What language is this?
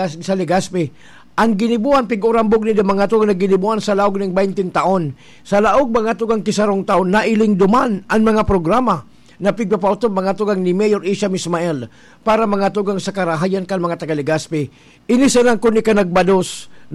Bikol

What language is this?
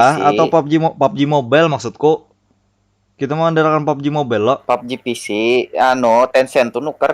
Banjar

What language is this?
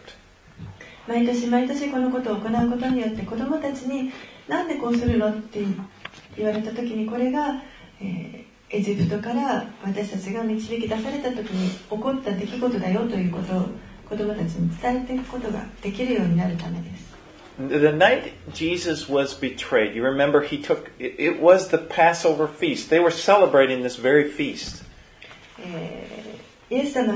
Japanese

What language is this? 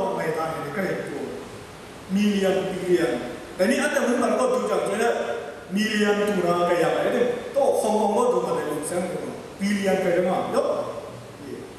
Kachin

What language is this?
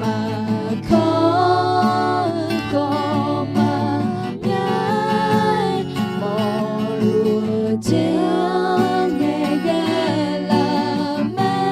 Akha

